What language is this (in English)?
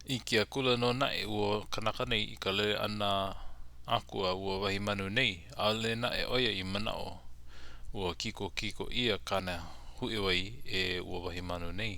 Hawaiian